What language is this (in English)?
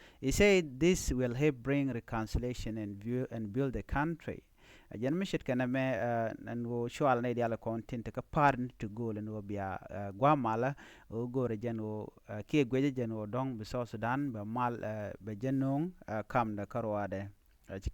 Nuer